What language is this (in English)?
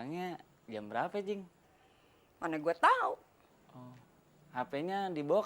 Betawi